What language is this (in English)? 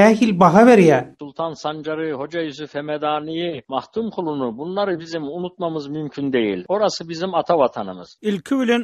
Turkmen